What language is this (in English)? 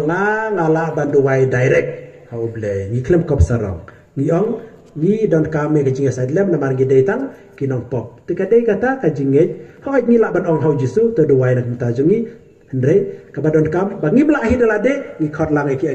Khasi